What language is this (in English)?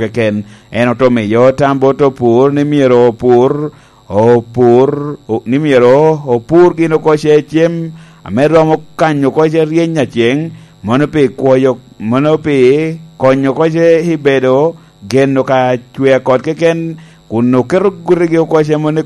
Lango (Uganda)